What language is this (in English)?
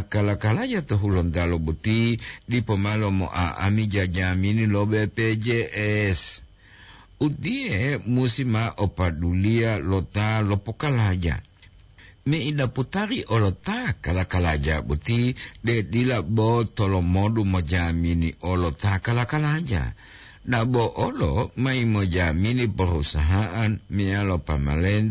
Gorontalo